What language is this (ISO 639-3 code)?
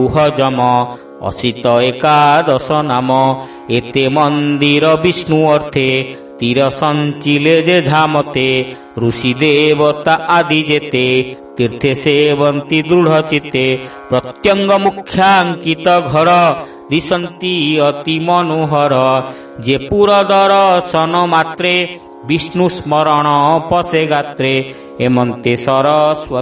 ori